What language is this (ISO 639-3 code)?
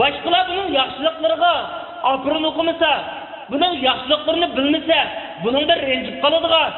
uig